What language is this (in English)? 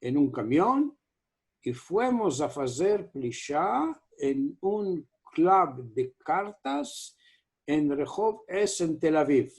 Ladino